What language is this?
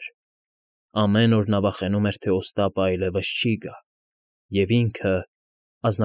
Armenian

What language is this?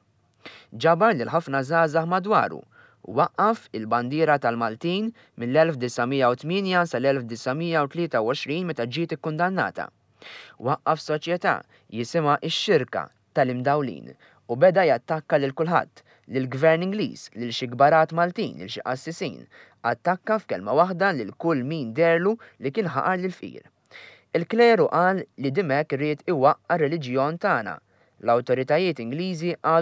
Maltese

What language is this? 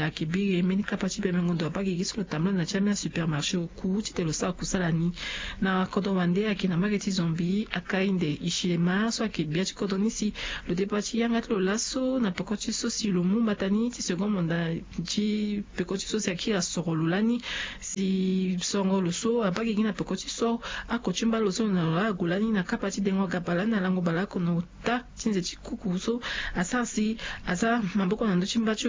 Sango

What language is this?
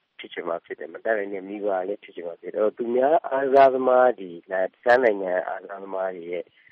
Burmese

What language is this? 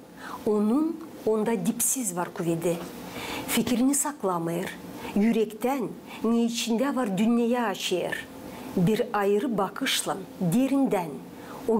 Gagauz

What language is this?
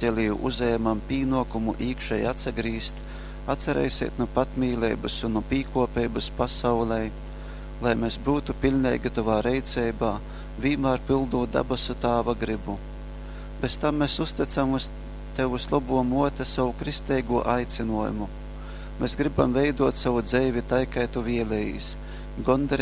Latgalian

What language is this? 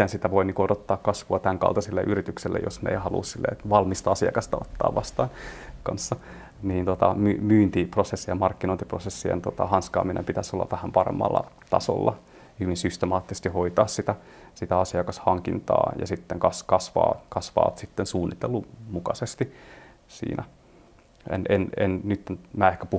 Finnish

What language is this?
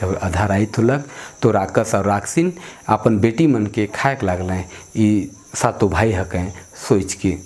Sadri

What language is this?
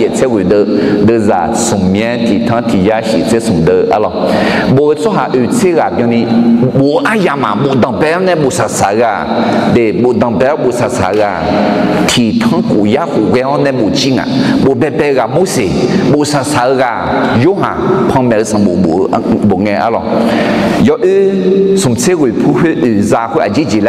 Akha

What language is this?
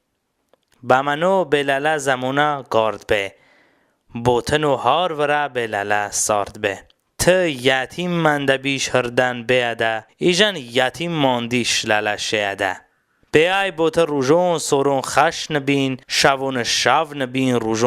Talysh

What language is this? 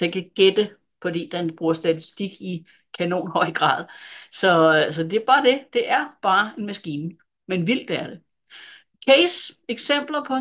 Danish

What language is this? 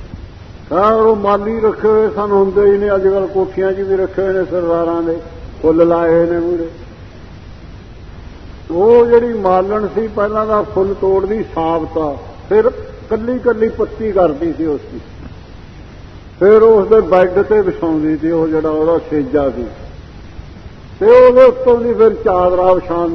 Punjabi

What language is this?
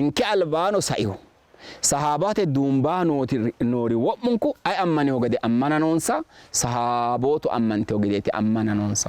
Sidamo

